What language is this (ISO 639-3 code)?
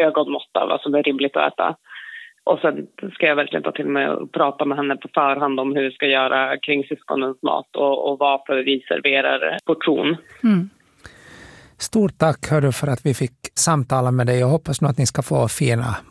swe